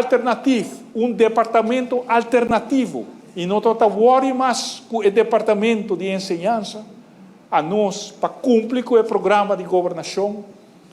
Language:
Papiamento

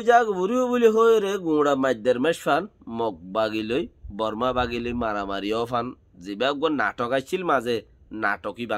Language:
Rohingya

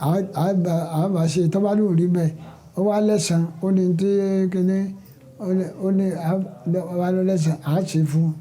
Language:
Yoruba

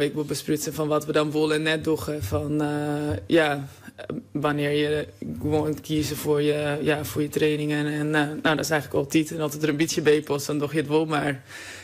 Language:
Western Frisian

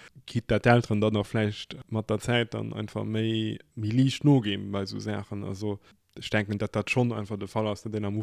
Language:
Luxembourgish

